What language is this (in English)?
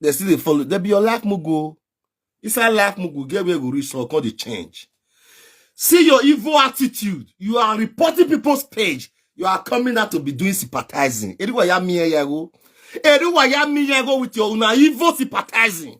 Nigerian Pidgin